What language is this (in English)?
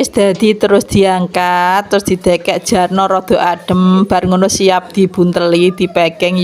Javanese